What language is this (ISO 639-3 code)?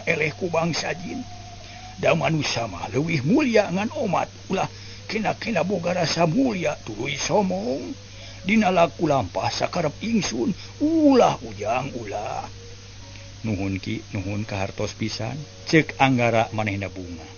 sun